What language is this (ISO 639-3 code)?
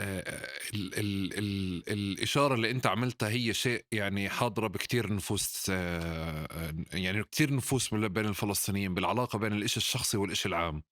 apc